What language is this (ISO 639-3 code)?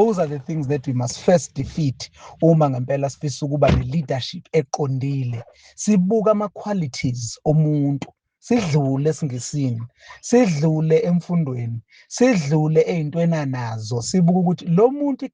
zul